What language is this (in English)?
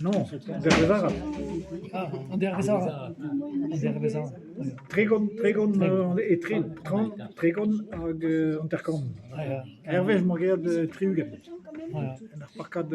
Breton